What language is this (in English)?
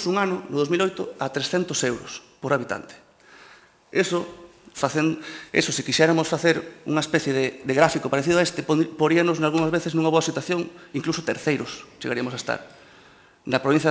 Galician